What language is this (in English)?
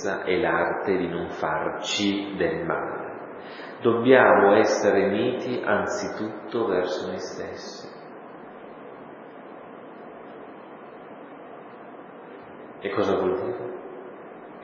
Italian